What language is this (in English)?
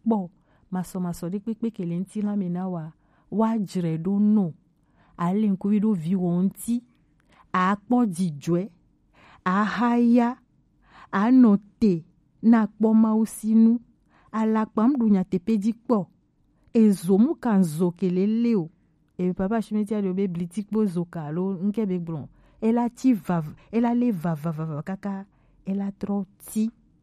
Gen